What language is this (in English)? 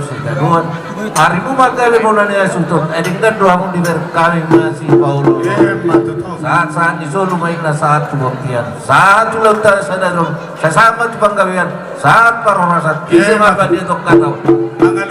Batak Toba